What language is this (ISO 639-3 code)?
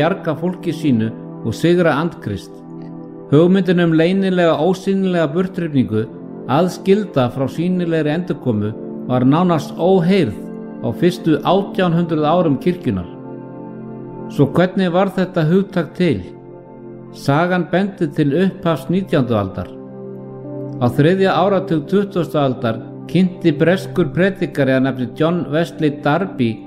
isl